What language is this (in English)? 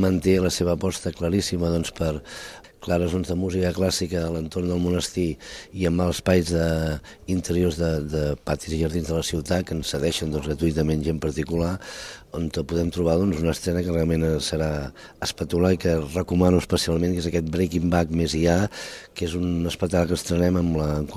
Catalan